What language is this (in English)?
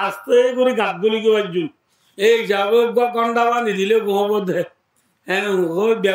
Rohingya